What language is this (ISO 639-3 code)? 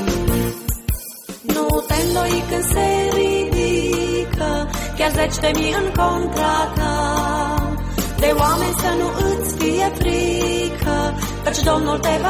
ron